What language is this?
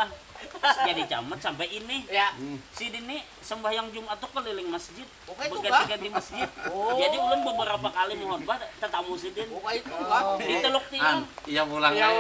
Banjar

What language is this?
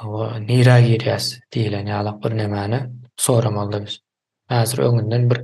Turkmen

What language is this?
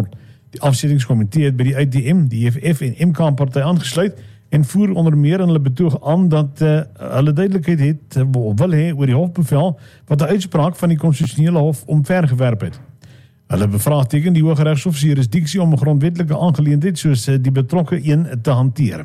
Afrikaans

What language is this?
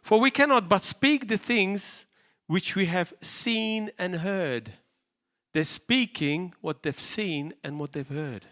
English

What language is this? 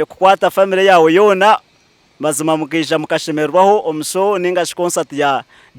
Nyankole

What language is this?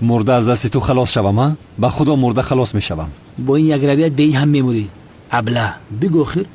Tajik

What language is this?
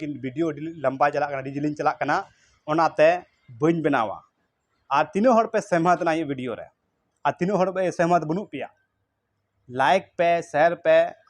Santali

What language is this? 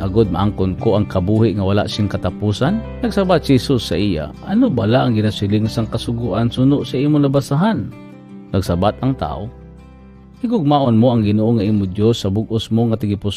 Hiligaynon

